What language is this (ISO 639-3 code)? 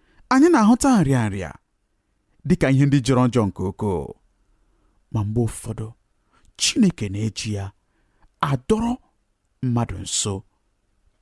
ibo